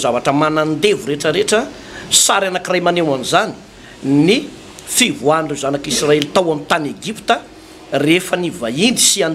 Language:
Malagasy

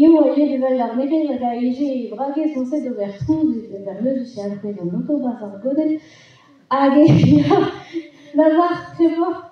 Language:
Breton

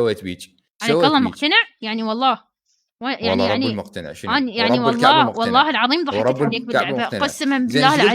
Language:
Mesopotamian Arabic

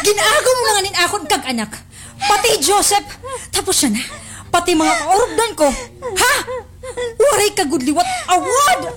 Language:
Waray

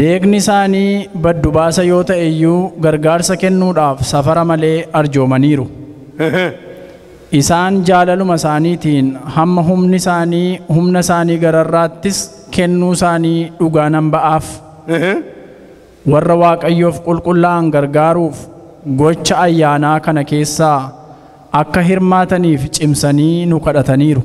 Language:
Oromo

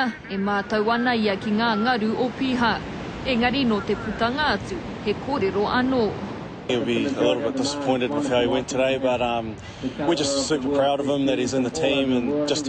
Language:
Māori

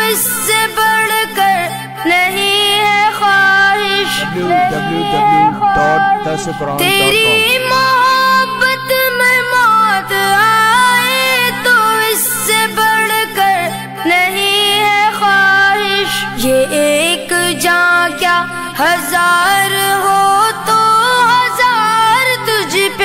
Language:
Urdu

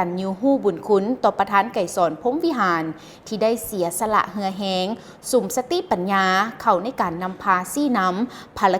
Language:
Lao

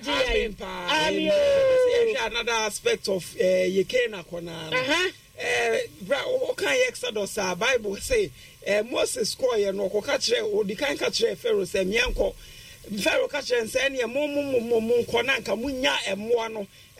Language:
Akan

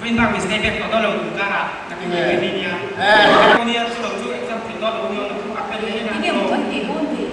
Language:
Mizo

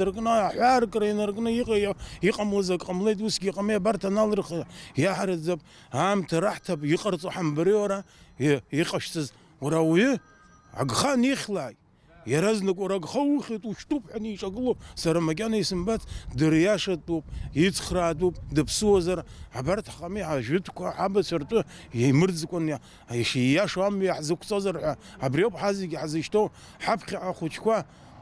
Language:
Abkhazian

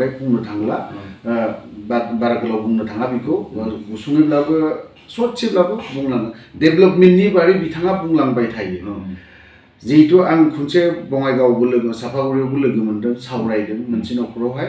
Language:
Bodo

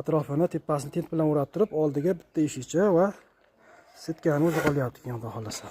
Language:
Uzbek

